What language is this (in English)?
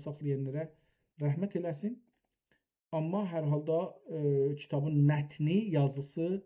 South Azerbaijani